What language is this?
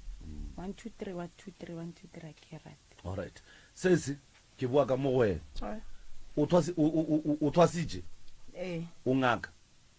Northern Sotho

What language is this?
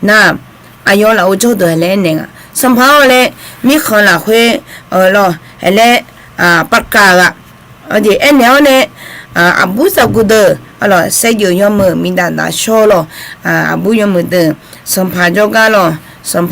Akha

